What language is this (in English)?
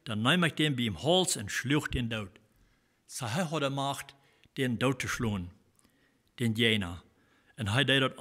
Plautdietsch